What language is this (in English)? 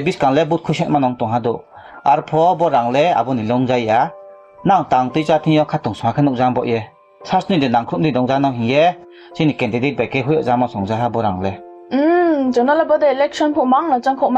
Riang (India)